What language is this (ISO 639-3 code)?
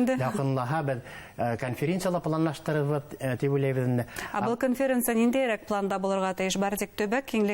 bak